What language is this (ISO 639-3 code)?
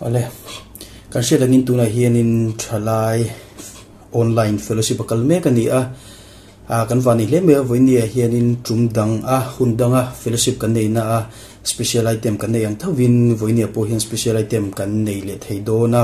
lus